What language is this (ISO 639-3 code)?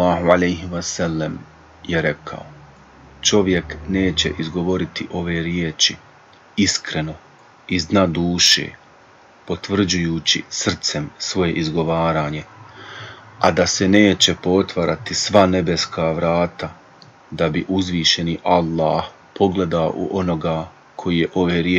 bos